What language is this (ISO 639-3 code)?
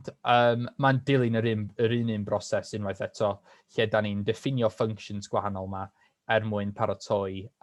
cym